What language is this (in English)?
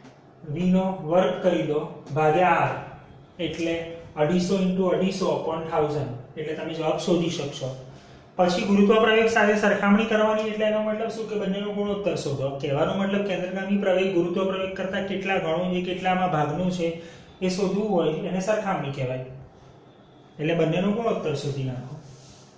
Gujarati